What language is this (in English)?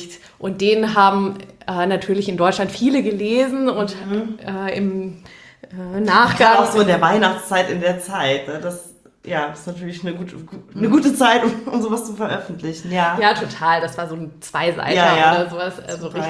German